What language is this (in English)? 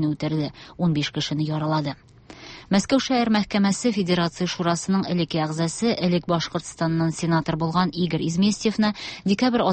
Tatar